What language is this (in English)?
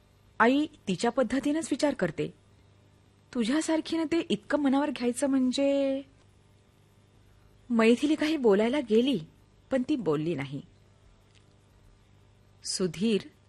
Marathi